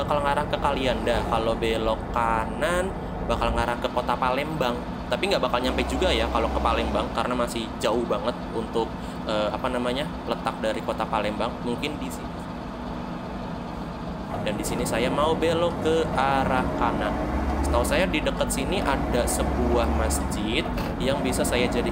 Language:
Indonesian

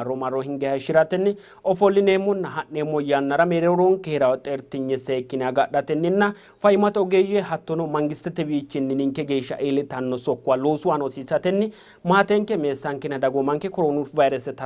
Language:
Sidamo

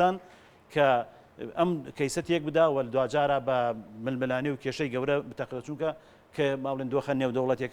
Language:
Central Kurdish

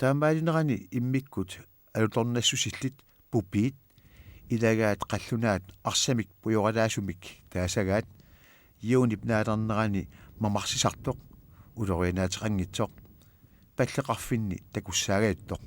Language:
Kalaallisut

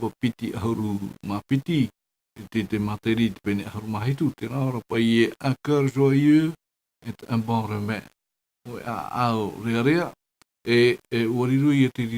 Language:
Tahitian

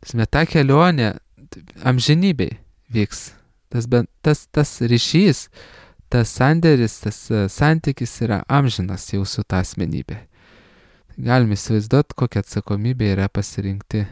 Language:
Lithuanian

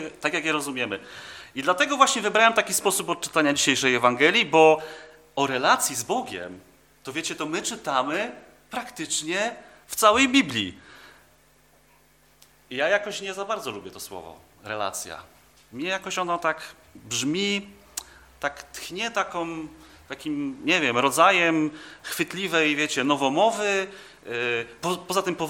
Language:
Polish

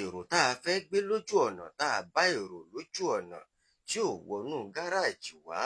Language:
Yoruba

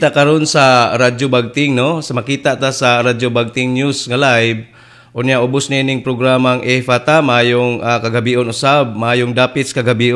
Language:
Cebuano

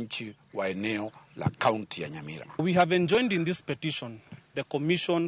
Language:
Luo (Kenya and Tanzania)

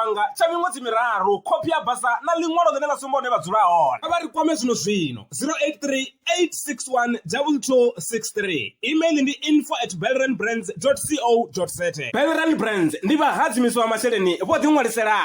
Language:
Venda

